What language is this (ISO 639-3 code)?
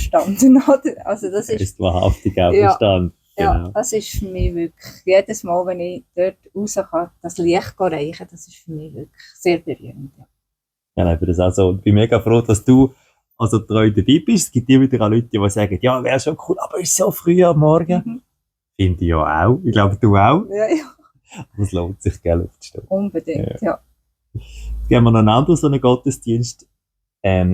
gsw